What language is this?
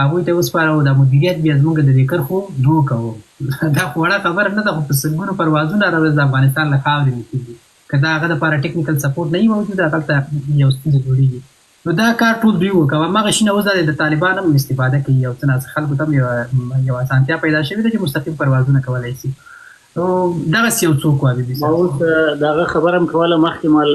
Pashto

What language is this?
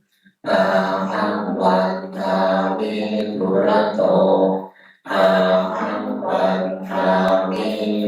Pali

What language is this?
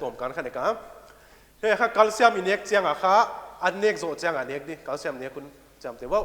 Paite Chin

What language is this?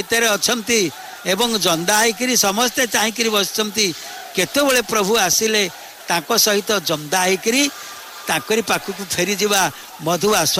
Odia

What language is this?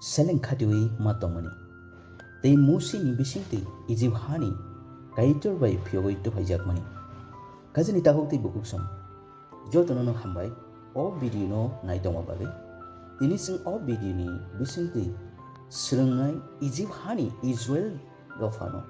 Kok Borok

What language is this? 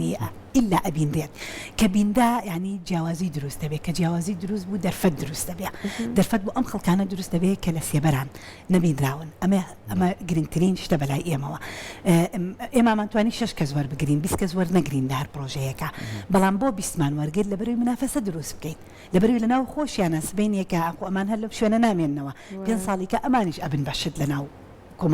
Central Kurdish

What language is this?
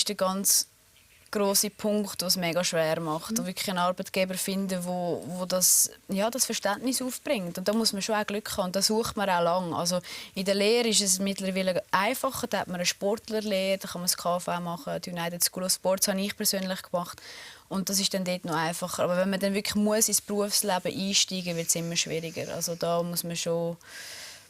Swiss German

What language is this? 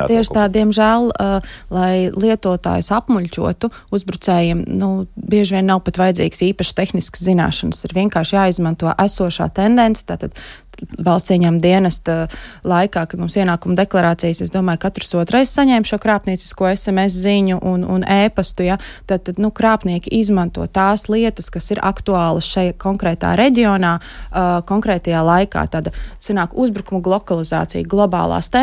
Latvian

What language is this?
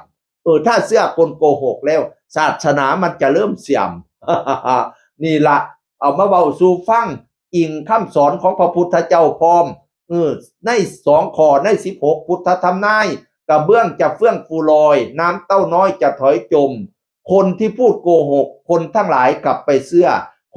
Northeastern Thai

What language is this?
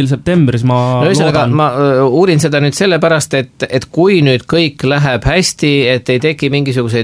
Estonian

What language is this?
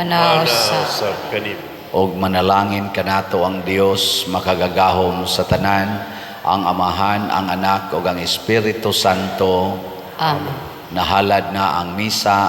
Cebuano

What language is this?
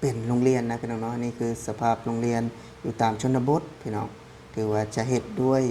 Lao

